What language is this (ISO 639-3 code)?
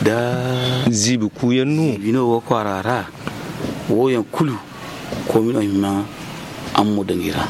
dje